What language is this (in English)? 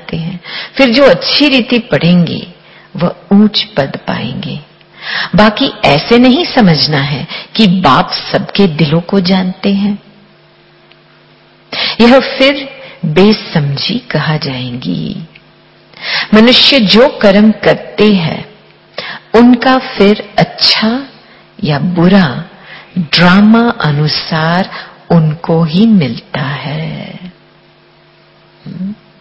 Hindi